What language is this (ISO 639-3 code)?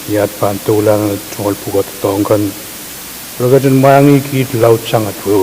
pon